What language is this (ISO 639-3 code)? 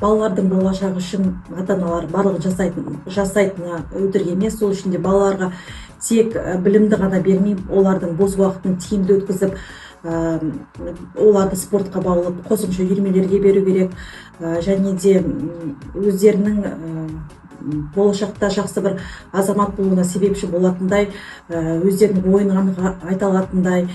kaz